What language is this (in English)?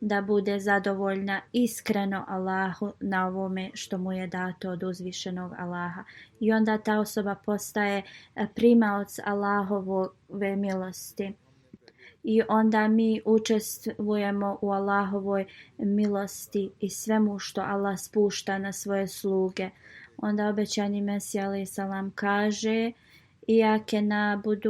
Bosnian